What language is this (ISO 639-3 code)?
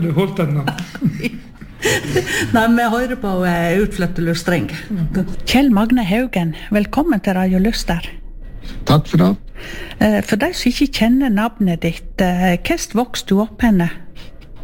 nor